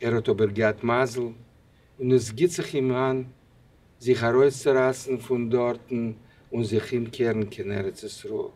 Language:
Yiddish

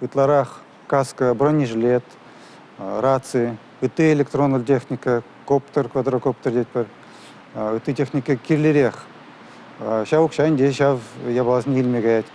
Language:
Chuvash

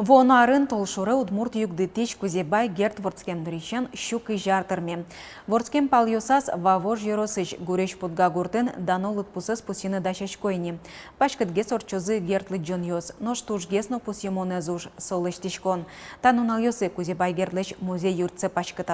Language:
Udmurt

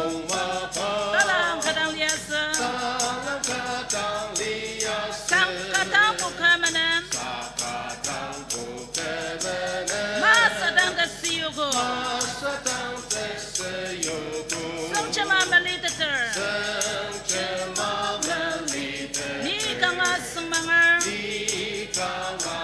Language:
Ao Naga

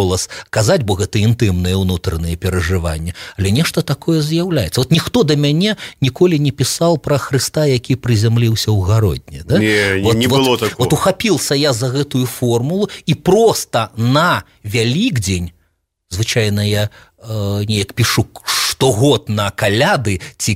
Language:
Belarusian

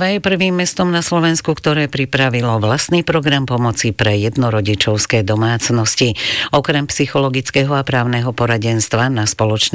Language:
Slovak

